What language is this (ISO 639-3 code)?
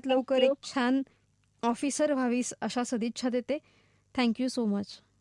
mar